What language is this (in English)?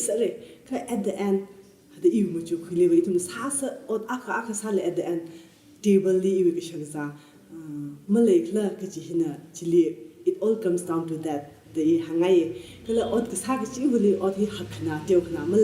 Tangkhul Naga (India)